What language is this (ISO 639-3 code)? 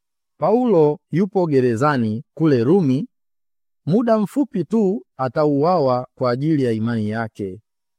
swa